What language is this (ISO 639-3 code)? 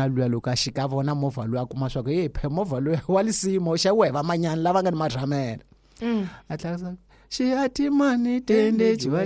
tso